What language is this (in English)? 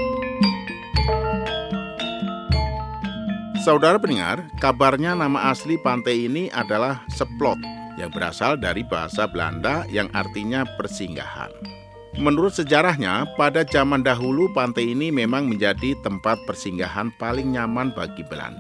Indonesian